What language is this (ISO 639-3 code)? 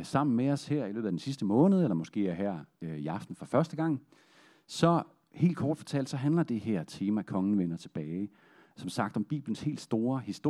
dan